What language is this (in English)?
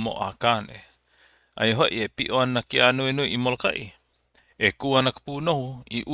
Hawaiian